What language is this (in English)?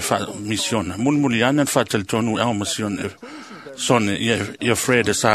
Samoan